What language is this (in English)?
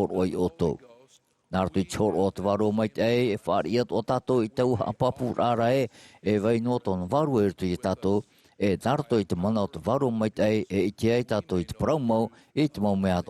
Tahitian